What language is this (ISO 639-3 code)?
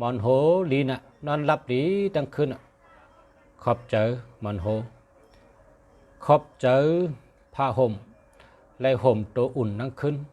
shn